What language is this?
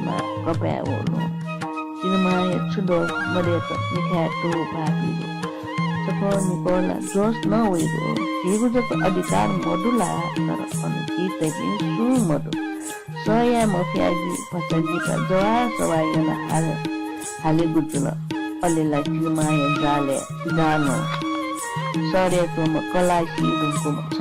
Newari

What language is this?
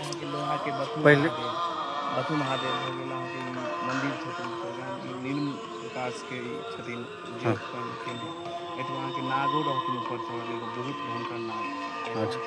Maithili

